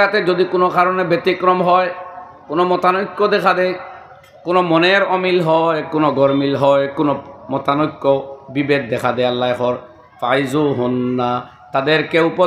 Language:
Sylheti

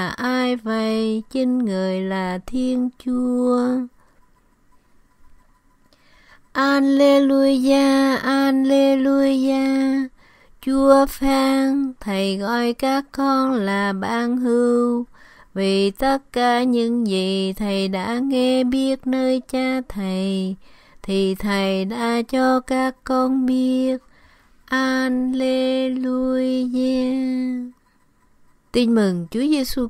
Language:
Vietnamese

